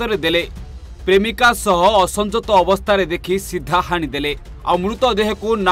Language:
Odia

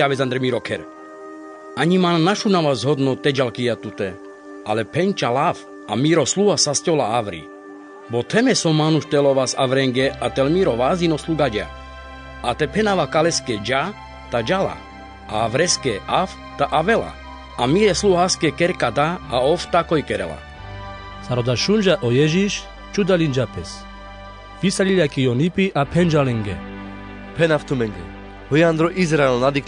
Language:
Carpathian Romani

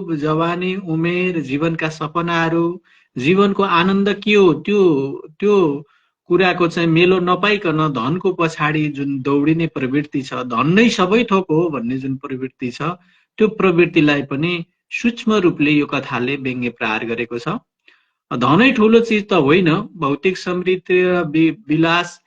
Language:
Nepali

